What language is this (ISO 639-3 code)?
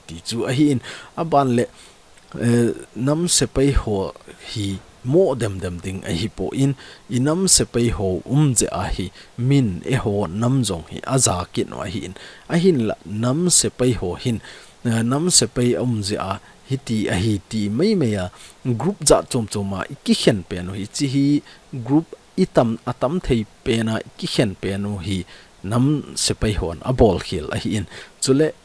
tcz